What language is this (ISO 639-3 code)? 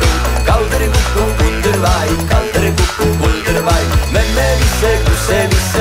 est